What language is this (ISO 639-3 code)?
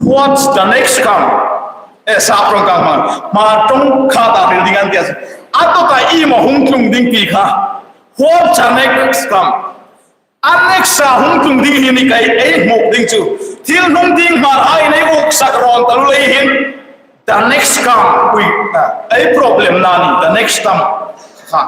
hmr